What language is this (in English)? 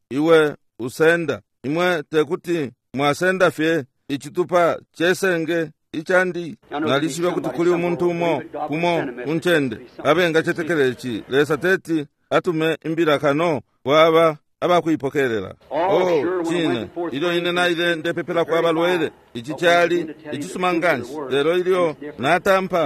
Bemba